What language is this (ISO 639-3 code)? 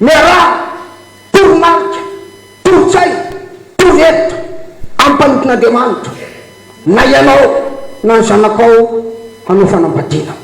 mlg